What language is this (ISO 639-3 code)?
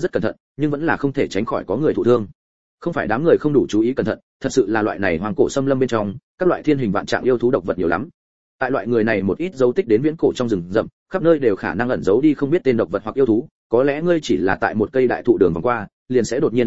vie